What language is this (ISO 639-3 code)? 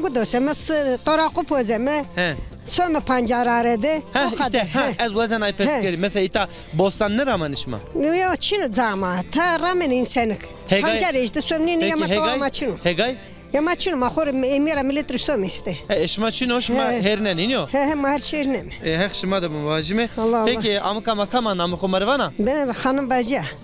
zza